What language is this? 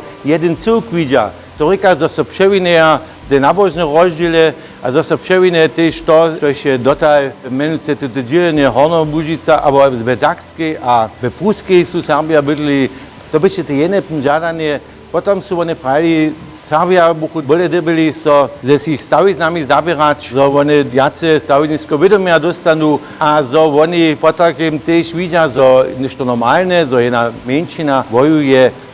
Upper Sorbian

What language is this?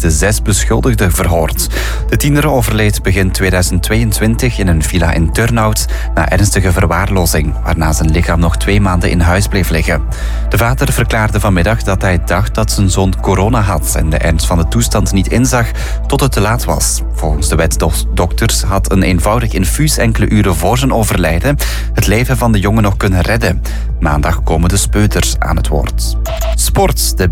Dutch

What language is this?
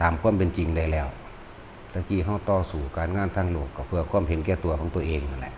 Lao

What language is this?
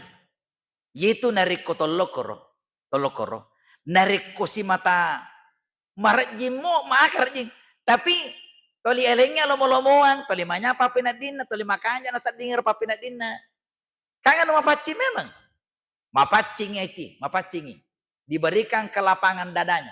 Buginese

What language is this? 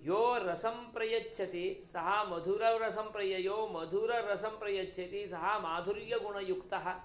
Sanskrit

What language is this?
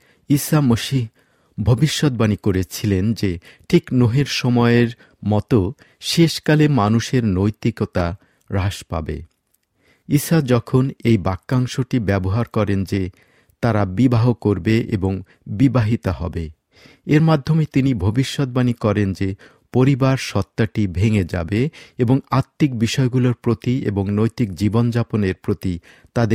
Bangla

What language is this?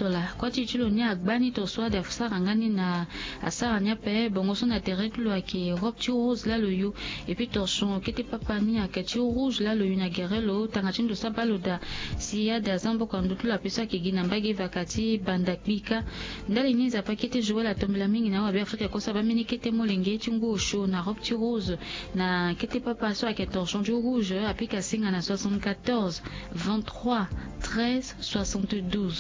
Sango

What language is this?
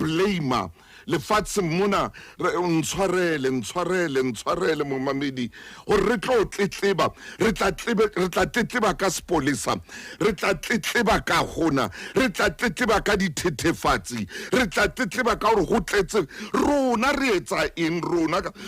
Southern Sotho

